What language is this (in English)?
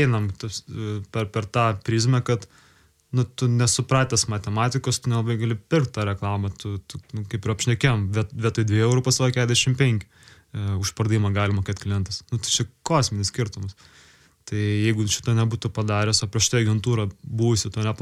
Lithuanian